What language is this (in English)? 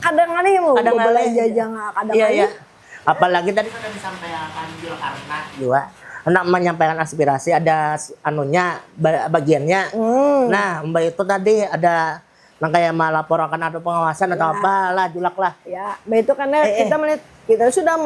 Banjar